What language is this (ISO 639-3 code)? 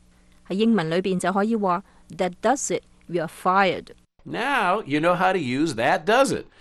yue